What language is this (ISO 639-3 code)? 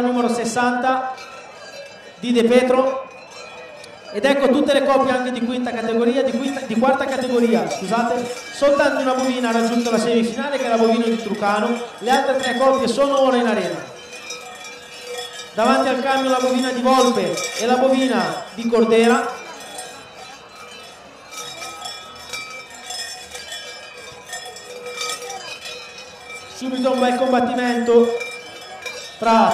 ita